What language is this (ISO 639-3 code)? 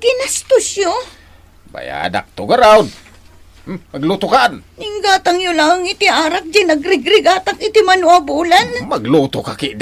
ilo